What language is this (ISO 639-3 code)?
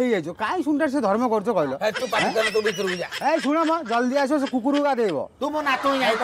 ori